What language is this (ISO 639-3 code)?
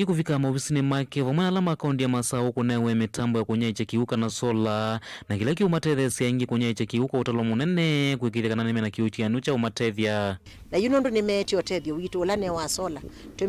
kam